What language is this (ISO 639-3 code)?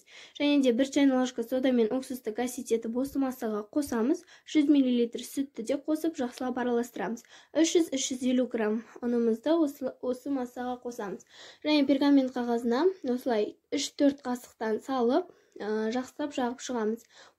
kaz